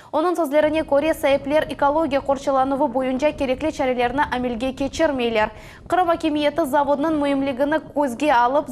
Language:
Crimean Tatar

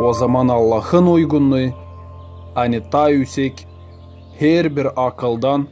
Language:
Gagauz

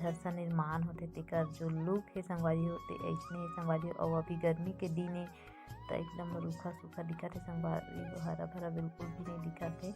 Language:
Chhattisgarhi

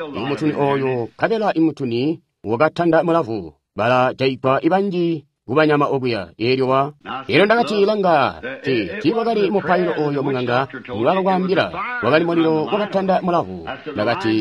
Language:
Tonga (Zambia)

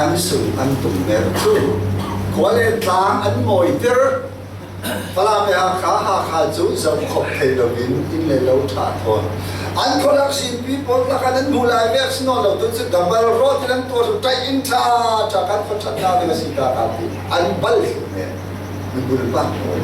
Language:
Falam Chin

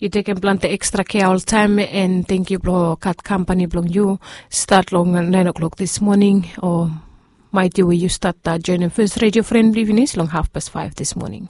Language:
Bislama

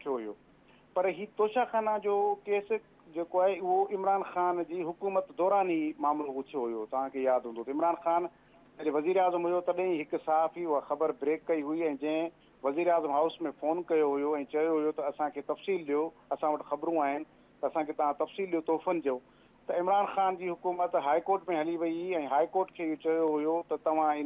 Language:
Sindhi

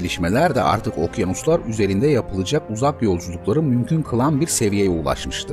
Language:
Turkish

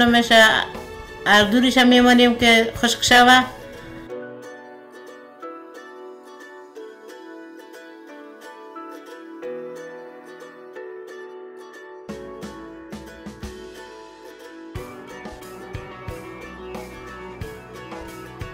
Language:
Persian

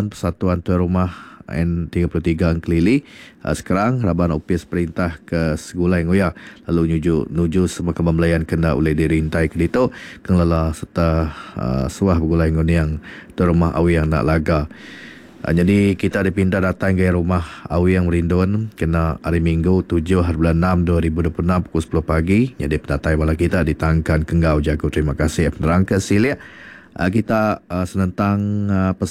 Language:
Iban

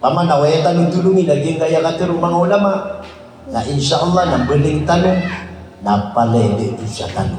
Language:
Maranao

